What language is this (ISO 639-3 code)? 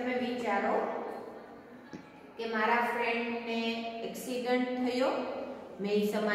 guj